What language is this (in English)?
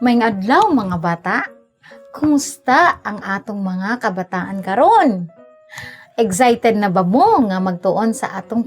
Cebuano